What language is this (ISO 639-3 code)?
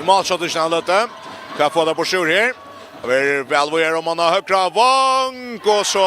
fao